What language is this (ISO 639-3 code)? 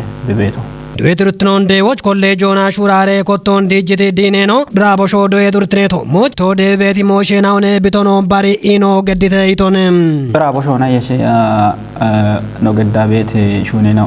kbr